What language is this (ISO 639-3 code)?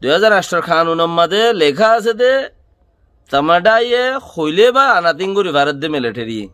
rhg